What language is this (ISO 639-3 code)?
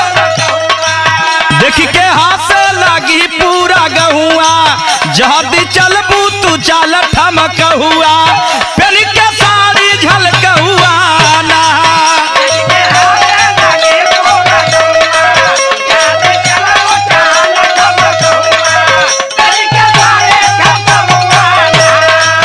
bho